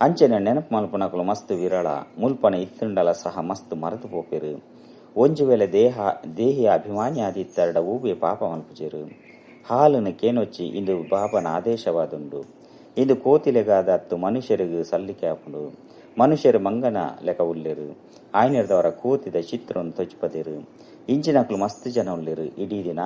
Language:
Tulu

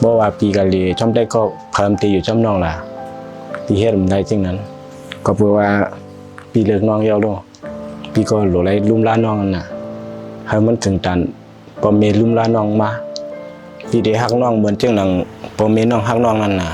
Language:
Shan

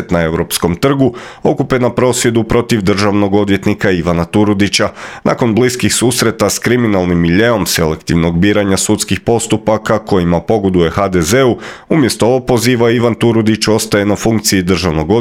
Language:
Croatian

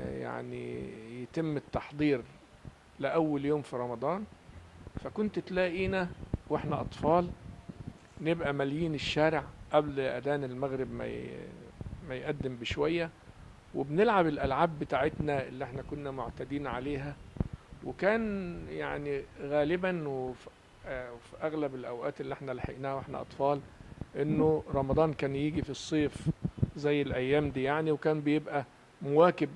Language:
Egyptian Arabic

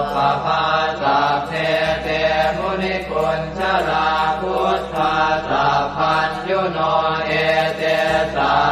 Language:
Pali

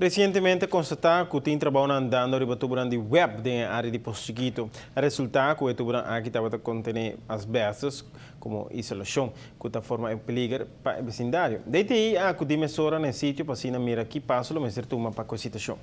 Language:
Papiamento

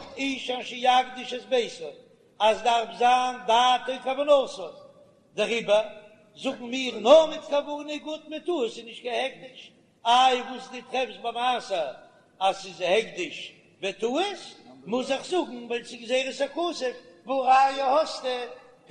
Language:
Yiddish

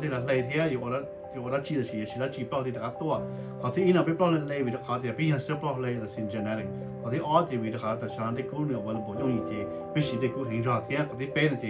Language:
Hmong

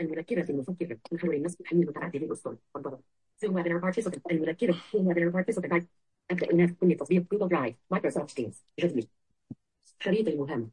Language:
Najdi Arabic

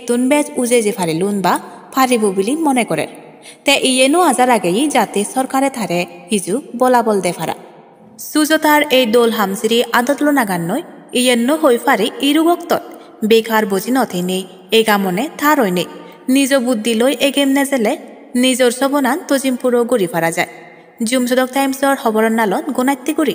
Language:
Chakma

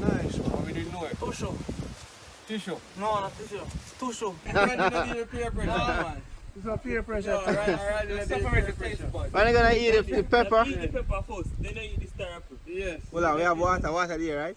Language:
Jamaican Creole English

